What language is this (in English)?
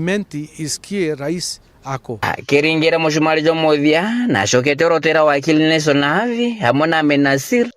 Meru